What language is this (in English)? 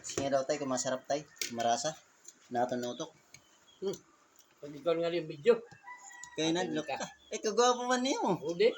Waray